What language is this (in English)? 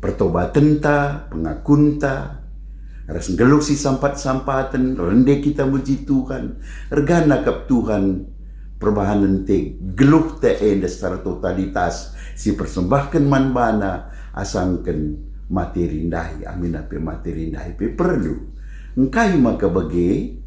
Batak Karo